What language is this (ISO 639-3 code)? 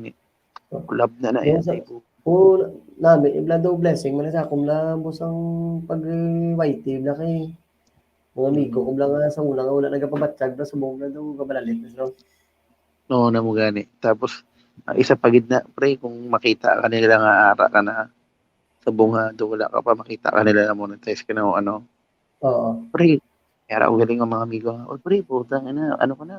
hil